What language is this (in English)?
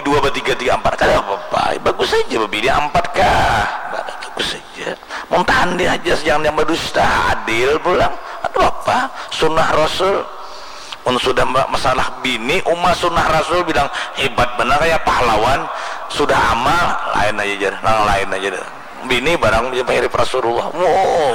Banjar